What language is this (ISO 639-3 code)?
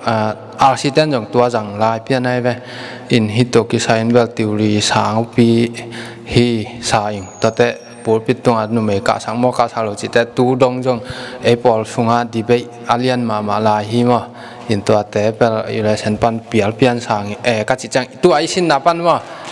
ctd